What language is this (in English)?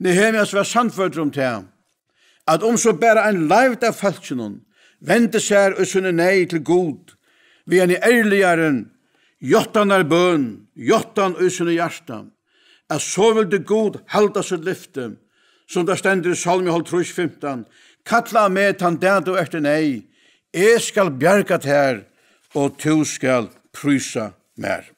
Faroese